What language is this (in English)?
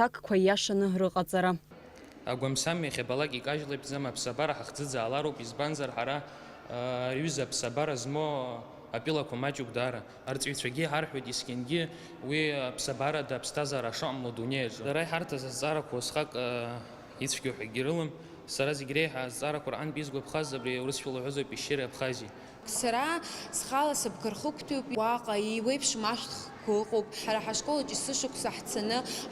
Abkhazian